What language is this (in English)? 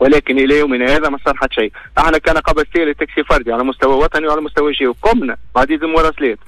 Tunisian Arabic